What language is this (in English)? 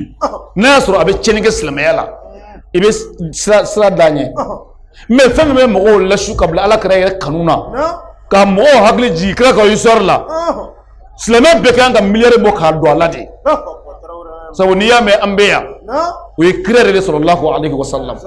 Bambara